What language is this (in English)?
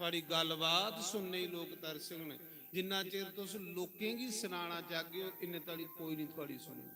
Dogri